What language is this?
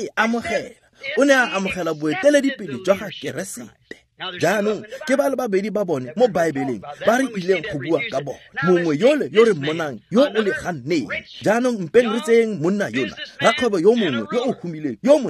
Tswana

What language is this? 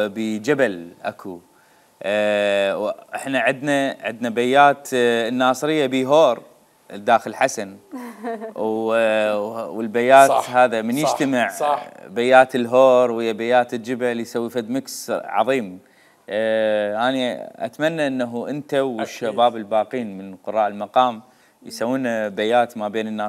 Mesopotamian Arabic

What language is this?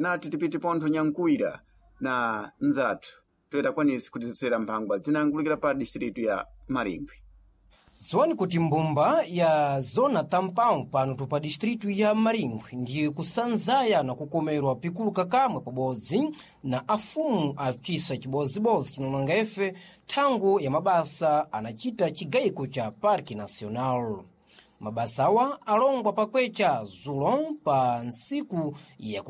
Sena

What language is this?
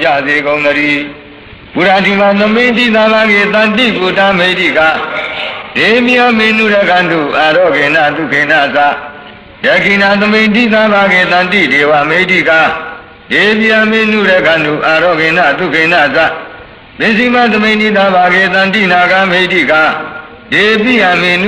Burmese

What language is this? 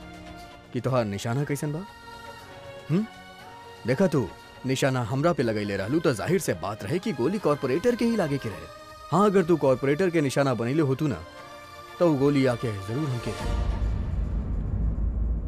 Bhojpuri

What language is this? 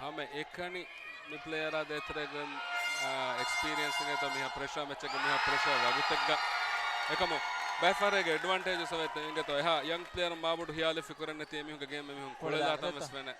Divehi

